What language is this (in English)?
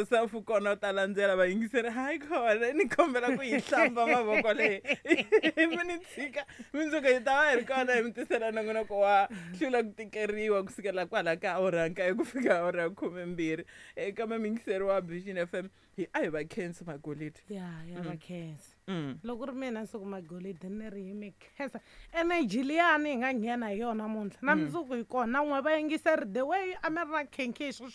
Tsonga